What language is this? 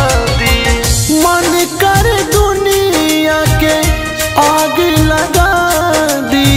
Bhojpuri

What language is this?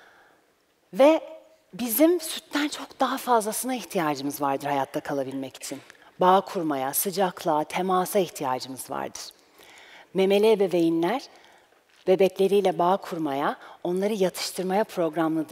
Turkish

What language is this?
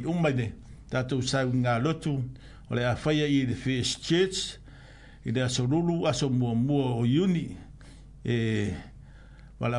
Samoan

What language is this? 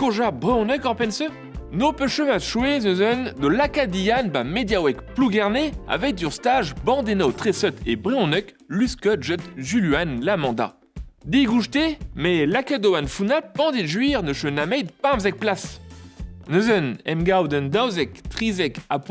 Breton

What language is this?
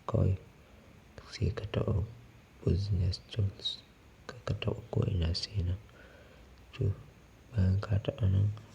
Hausa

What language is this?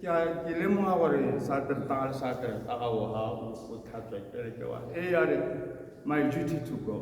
Tswana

